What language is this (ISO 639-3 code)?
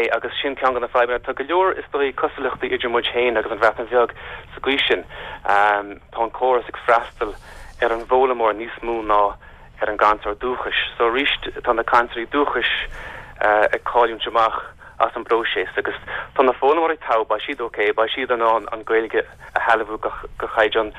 gle